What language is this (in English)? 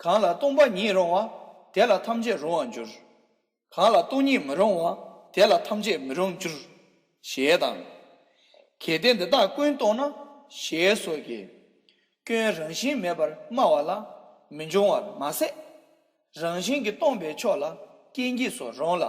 Tibetan